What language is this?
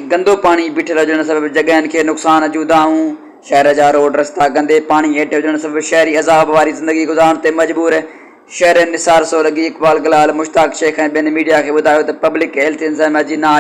Sindhi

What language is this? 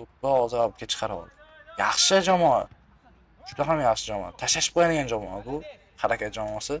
Uzbek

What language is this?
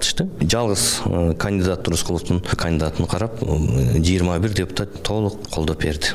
Kyrgyz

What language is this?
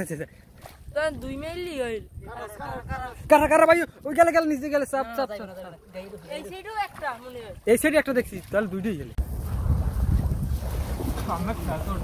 Bangla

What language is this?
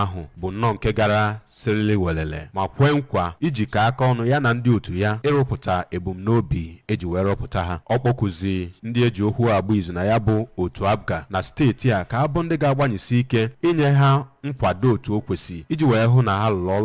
Igbo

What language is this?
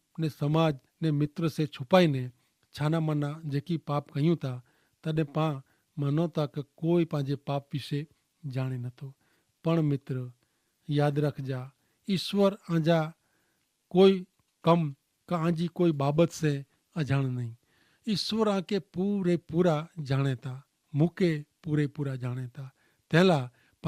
Kachhi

